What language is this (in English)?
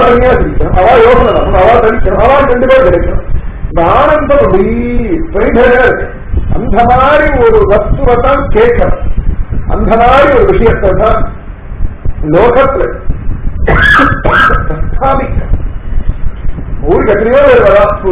Tamil